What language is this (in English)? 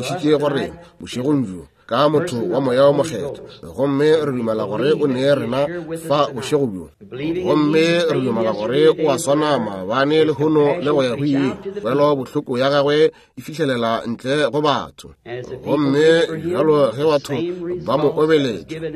Northern Sotho